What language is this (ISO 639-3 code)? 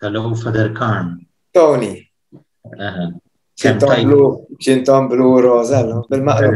mlt